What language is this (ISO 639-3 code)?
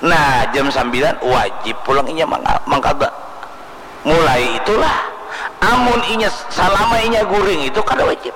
bjn